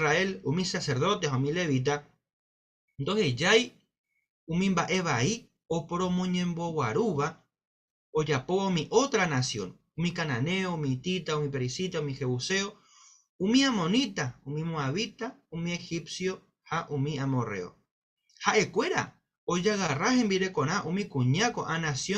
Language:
Guarani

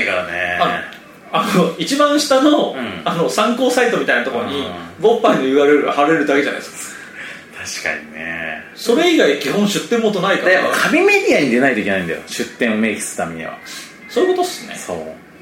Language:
Japanese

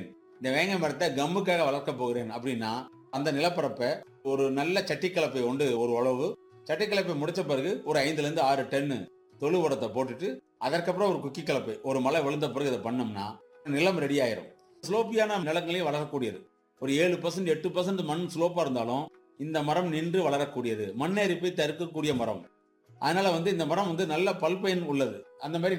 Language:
Tamil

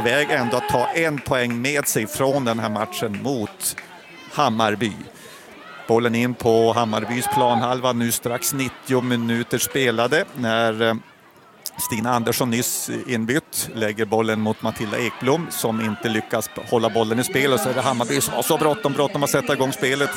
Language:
Swedish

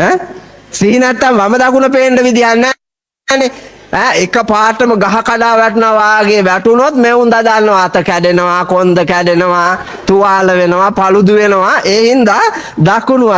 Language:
Sinhala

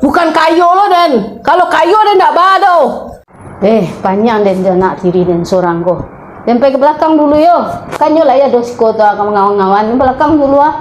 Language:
Minangkabau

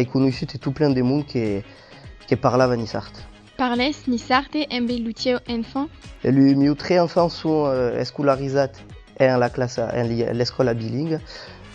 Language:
Occitan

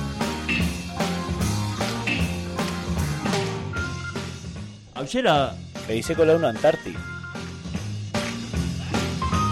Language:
Basque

